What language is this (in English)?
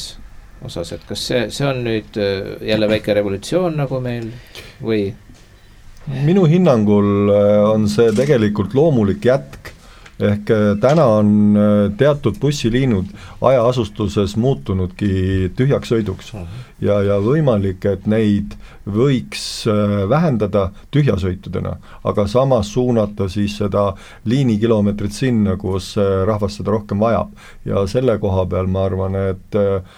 Estonian